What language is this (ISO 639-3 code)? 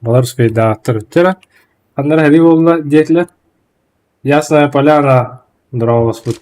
sah